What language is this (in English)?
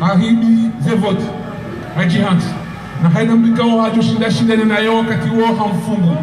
Ngazidja Comorian